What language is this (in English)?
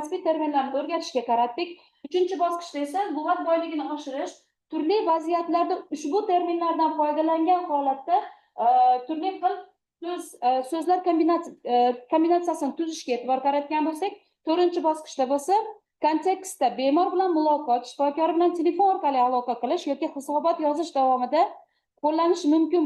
Uzbek